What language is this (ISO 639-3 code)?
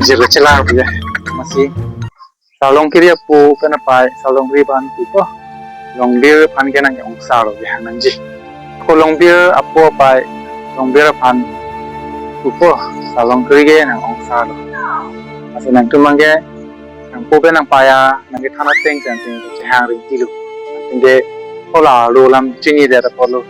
mjw